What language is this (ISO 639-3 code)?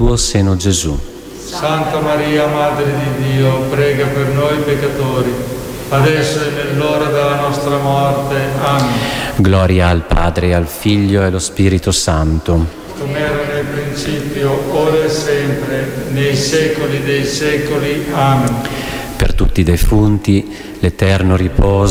ita